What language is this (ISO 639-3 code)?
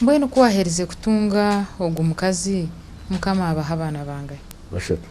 nyn